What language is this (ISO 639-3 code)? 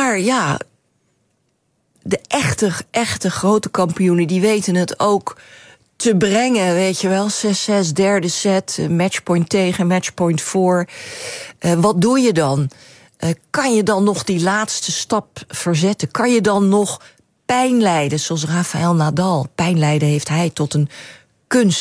nld